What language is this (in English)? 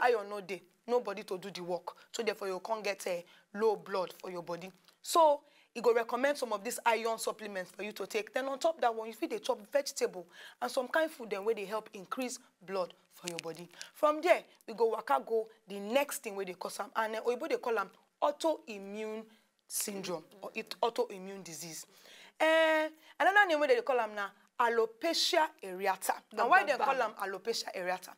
Nigerian Pidgin